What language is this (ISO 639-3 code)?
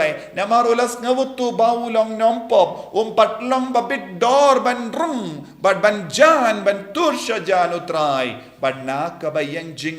kha